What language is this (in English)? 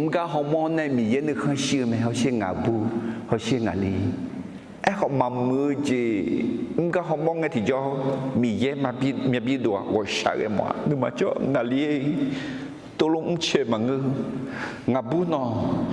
Akha